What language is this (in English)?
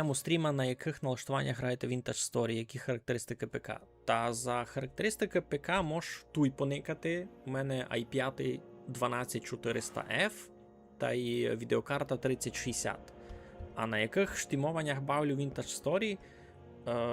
Rusyn